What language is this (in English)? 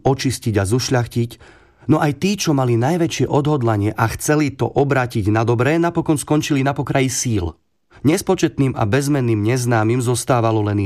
Slovak